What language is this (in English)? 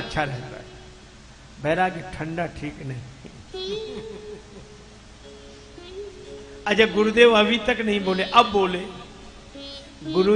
Hindi